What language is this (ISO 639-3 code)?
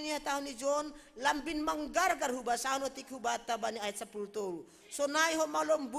bts